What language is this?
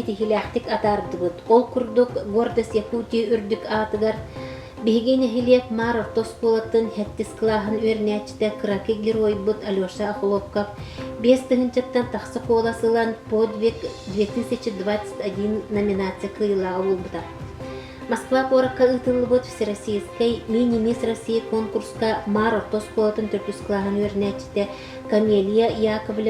Yakut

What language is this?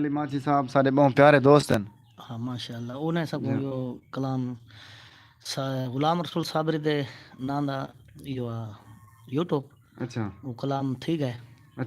Saraiki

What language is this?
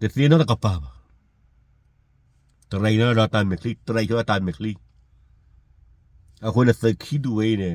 S'gaw Karen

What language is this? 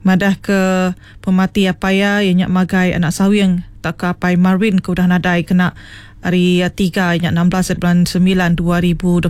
Iban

